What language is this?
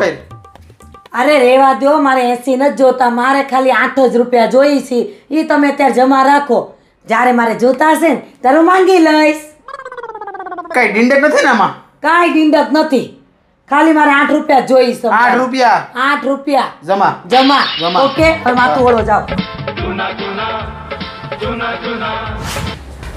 Gujarati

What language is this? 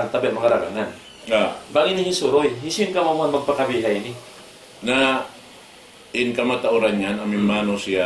Tausug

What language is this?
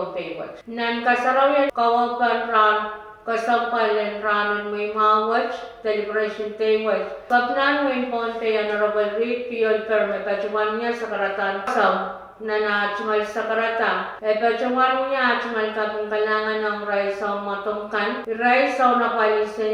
Pohnpeian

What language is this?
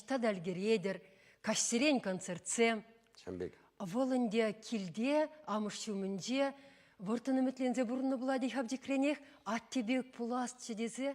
Chuvash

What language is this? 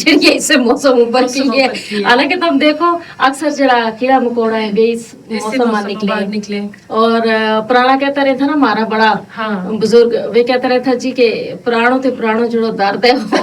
Gujari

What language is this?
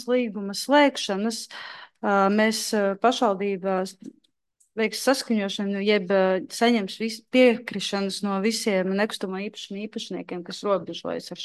Latvian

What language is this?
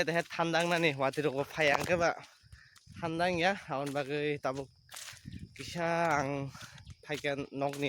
Kok Borok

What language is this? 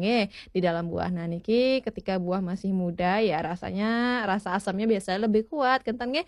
Balinese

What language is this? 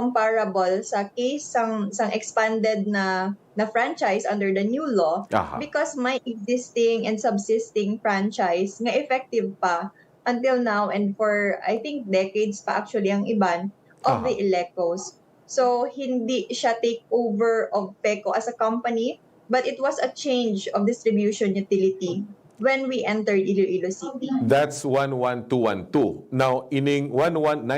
Hiligaynon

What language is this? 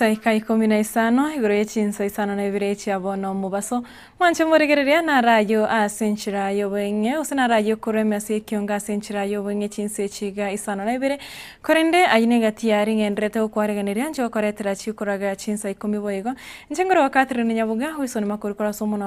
Gusii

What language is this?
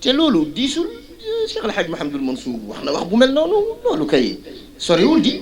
Wolof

